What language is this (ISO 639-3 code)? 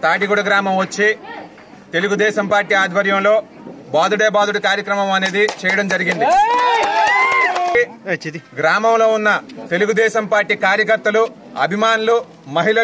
tel